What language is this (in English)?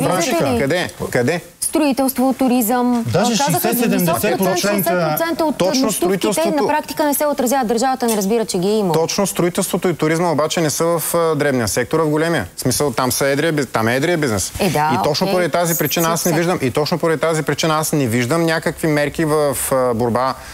Bulgarian